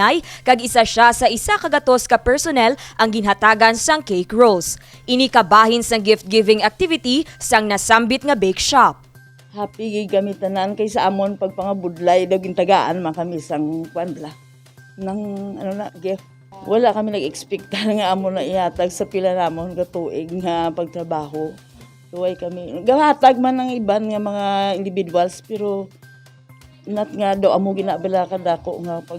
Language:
Hiligaynon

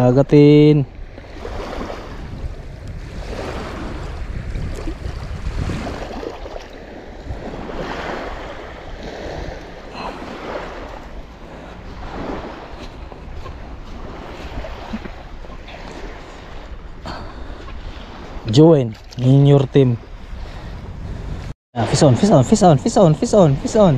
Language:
Filipino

